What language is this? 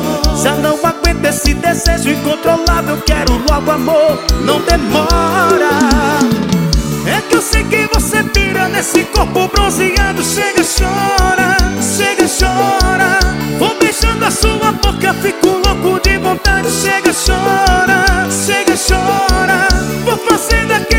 Portuguese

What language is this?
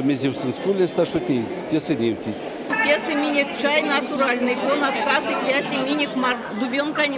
Erzya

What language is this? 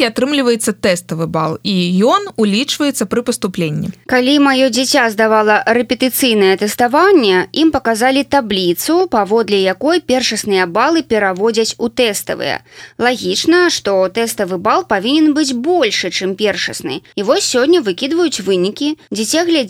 Belarusian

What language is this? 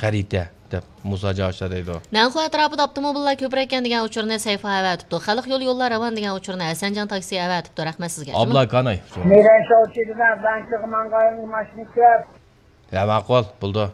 Uyghur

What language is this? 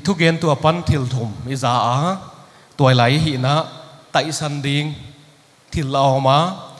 Paite Chin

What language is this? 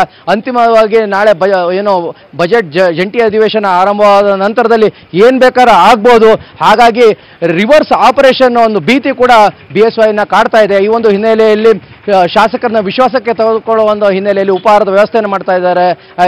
Kannada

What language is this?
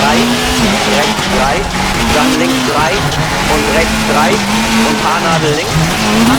Bavarian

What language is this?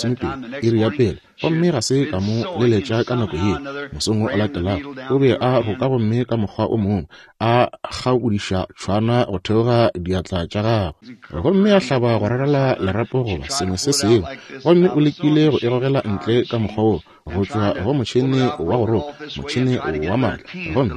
Northern Sotho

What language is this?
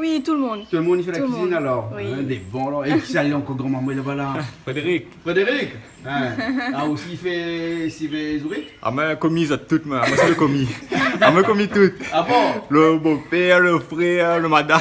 Réunion Creole French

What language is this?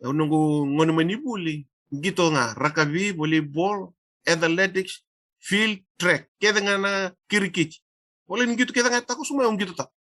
Fijian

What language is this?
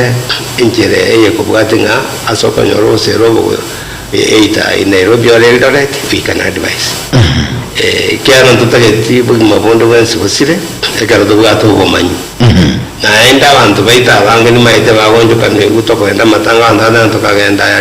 Gusii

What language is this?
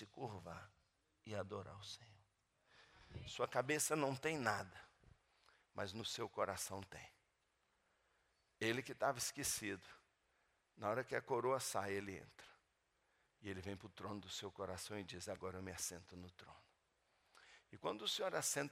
Portuguese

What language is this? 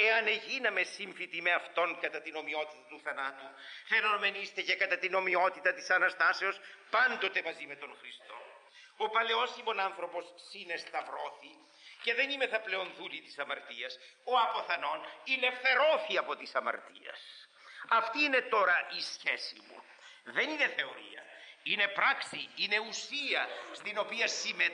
Greek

